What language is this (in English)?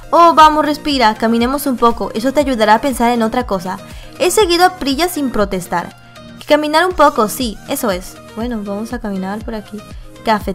Spanish